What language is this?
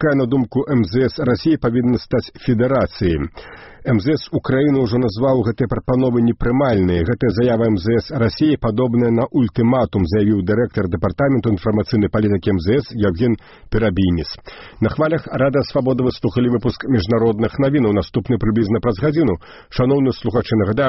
Belarusian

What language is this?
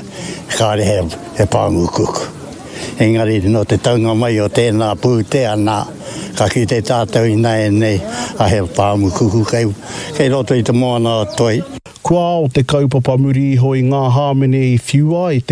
Māori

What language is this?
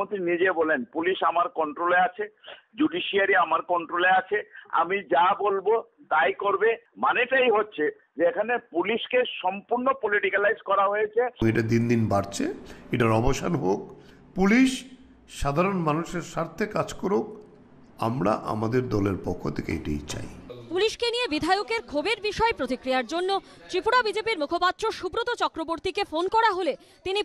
Bangla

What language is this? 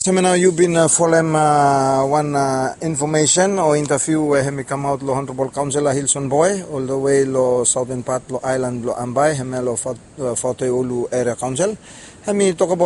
Bislama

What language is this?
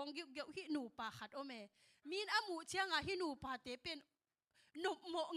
Tedim Chin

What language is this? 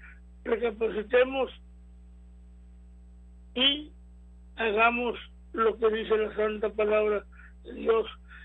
Spanish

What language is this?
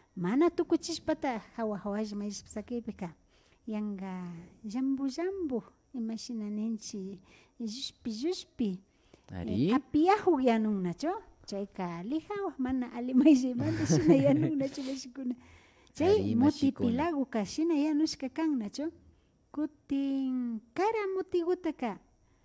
Imbabura Highland Quichua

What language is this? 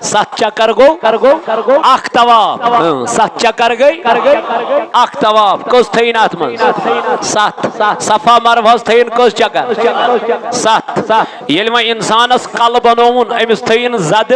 Kashmiri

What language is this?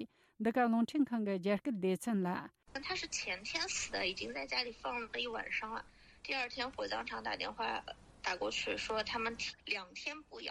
Tibetan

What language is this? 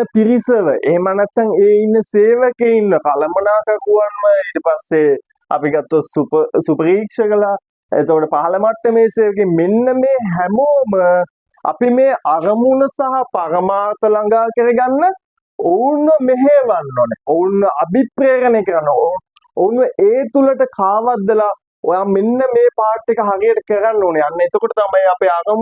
Sinhala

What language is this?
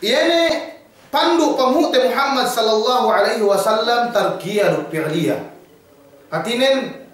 Yakan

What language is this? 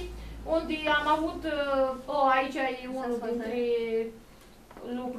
Romanian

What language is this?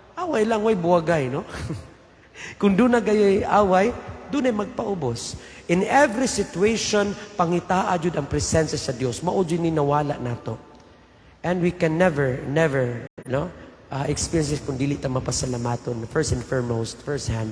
Cebuano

